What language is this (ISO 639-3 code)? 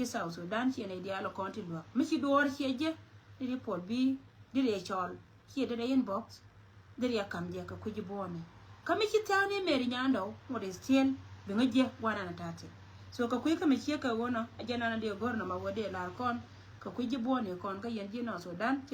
nus